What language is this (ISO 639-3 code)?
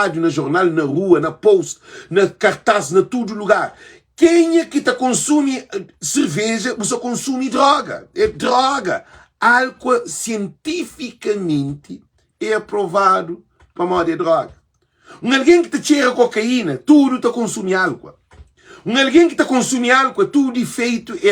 kea